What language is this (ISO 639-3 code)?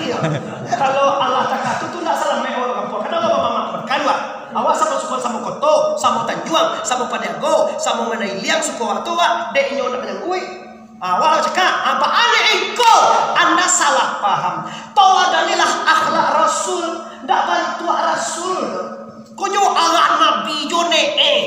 min